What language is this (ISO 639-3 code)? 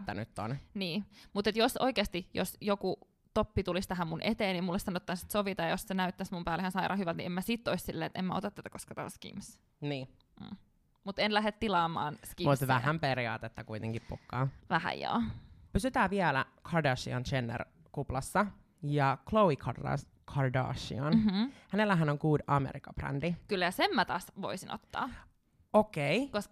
fin